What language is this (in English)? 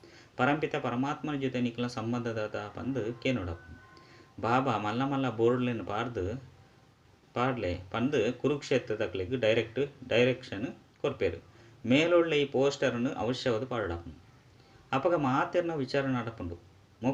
Tulu